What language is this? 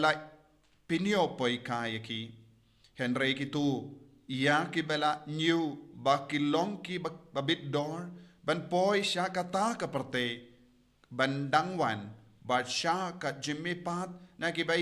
Khasi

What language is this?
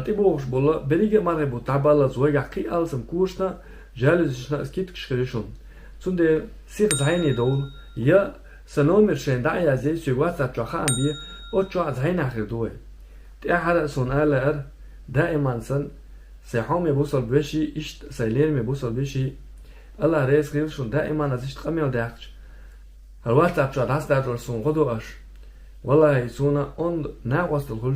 Chechen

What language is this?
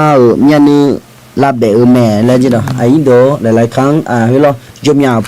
Akha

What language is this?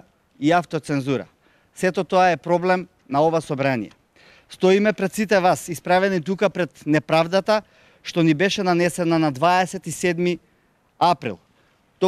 Macedonian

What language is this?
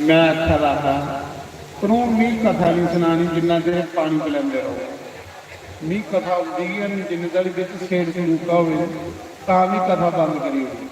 Dogri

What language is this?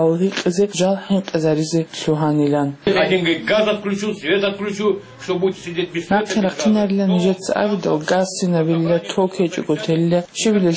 Avaric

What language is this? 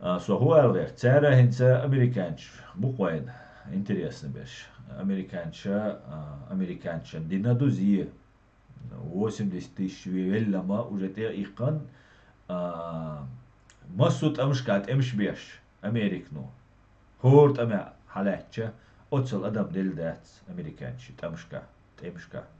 Chechen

